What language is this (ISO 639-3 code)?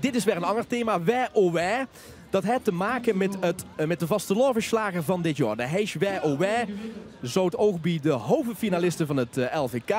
lim